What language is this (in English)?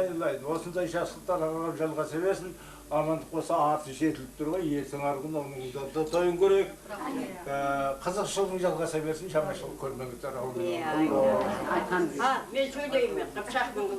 Kazakh